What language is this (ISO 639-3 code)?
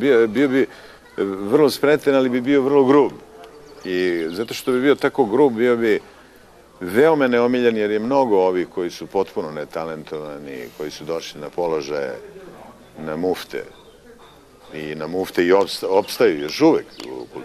srp